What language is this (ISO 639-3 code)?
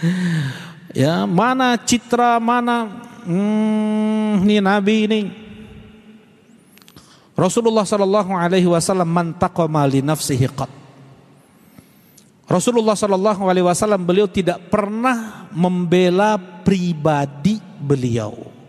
ind